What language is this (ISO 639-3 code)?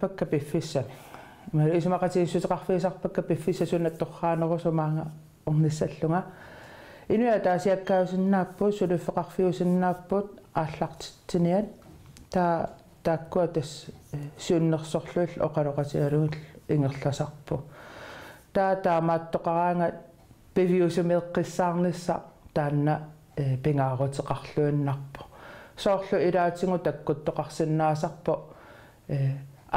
kal